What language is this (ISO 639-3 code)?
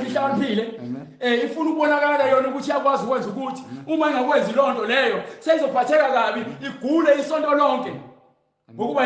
zul